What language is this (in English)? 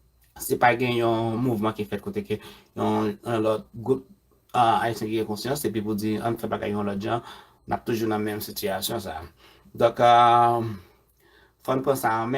Haitian Creole